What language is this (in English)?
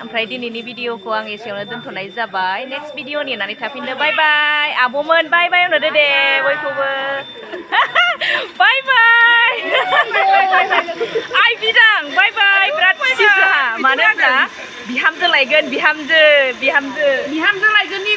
Bodo